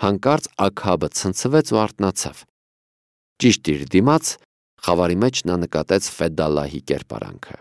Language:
Armenian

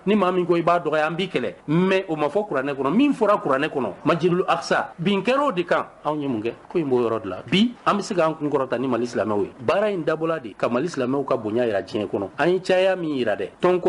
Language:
Bambara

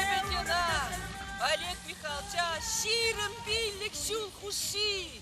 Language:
Chuvash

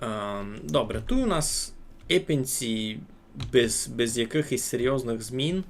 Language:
Rusyn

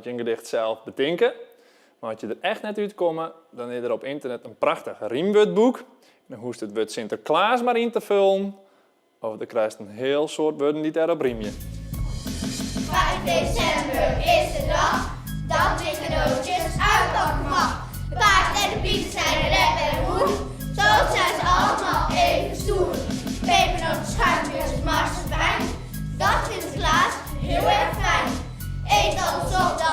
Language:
Western Frisian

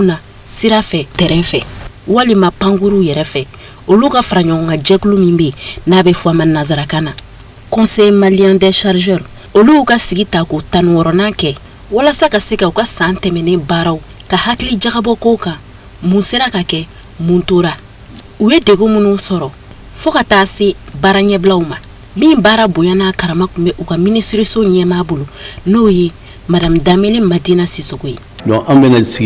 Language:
Bambara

